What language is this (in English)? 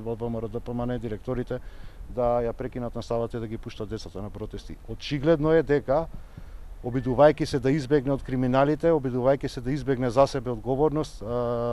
Macedonian